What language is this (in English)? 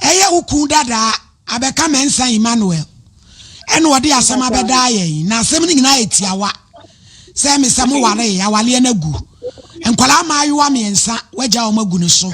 Akan